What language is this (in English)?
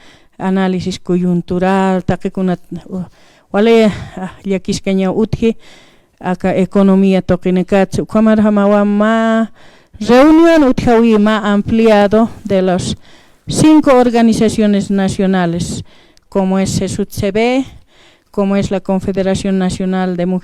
Aymara